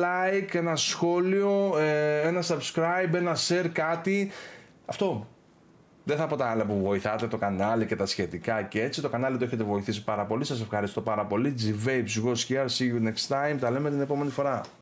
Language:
Greek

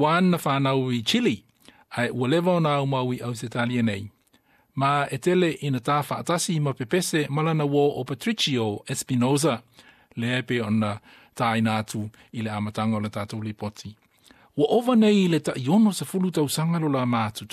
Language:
Samoan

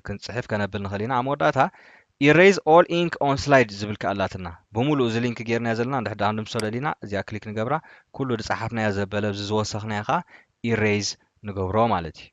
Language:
Tigrinya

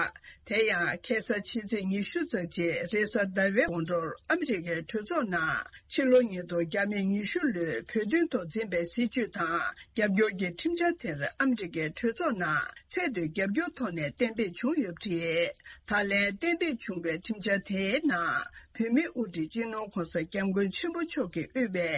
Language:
Tibetan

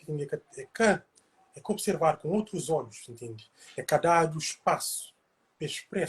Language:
Kabuverdianu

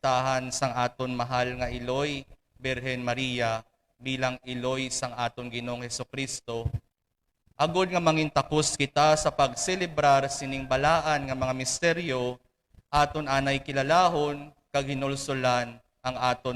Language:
Hiligaynon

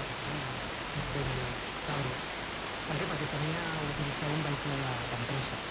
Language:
Catalan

